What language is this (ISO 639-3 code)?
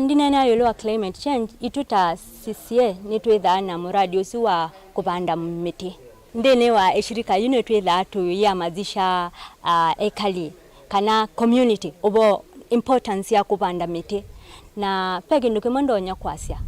kam